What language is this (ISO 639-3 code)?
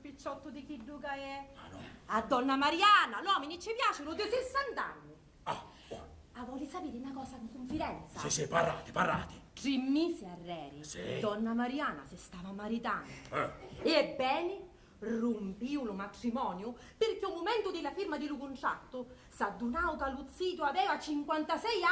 scn